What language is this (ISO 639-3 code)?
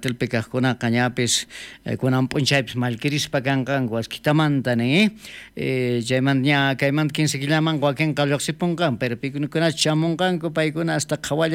quh